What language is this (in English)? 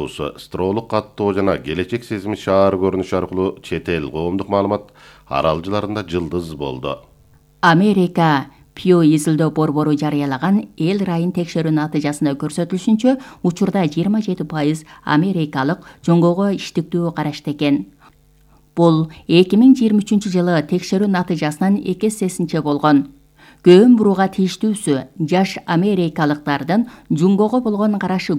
Kyrgyz